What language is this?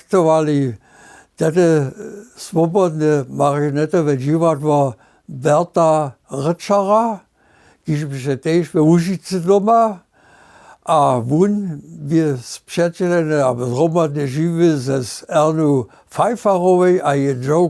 Upper Sorbian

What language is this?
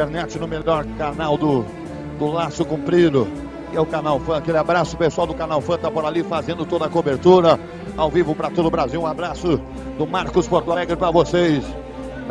Portuguese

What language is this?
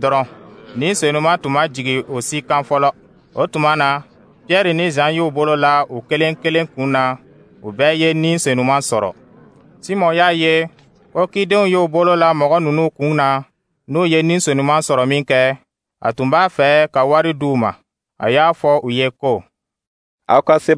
Dyula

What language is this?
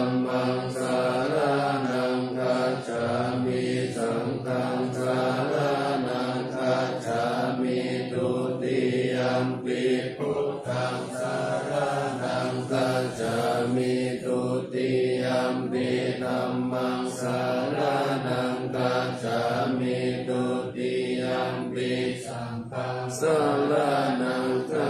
Pali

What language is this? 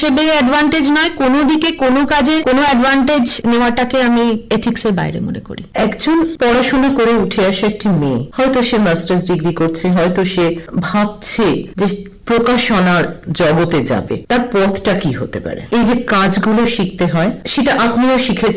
Bangla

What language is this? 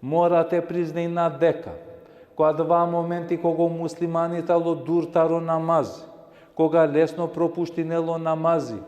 Balkan Romani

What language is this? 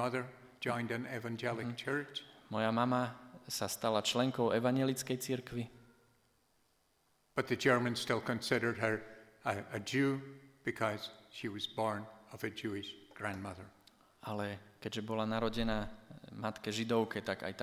Slovak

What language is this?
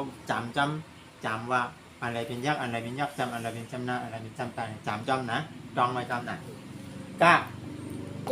Shan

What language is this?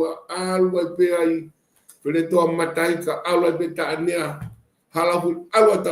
Tongan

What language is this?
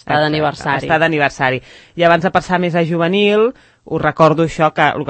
Catalan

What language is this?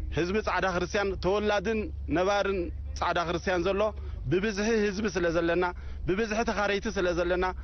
Tigrinya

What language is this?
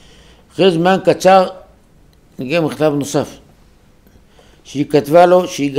Hebrew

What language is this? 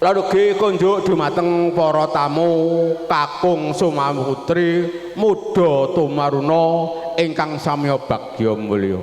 Javanese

